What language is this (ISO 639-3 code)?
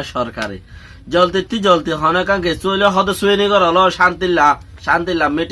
rhg